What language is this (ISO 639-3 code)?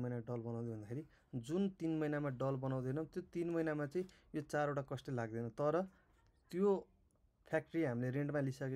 nep